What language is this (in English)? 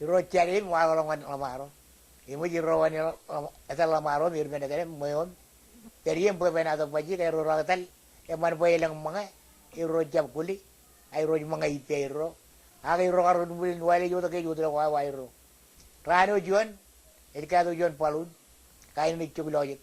Marshallese